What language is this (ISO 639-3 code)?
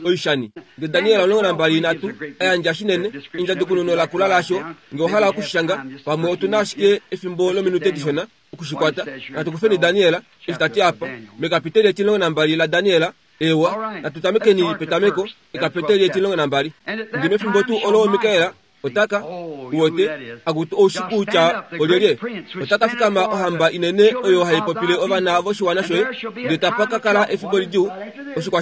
kua